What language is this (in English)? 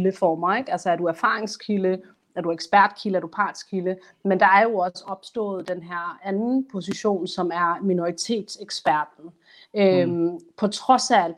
Danish